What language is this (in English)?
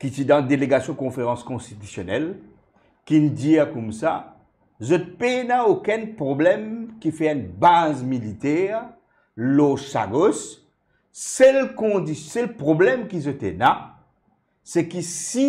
Morisyen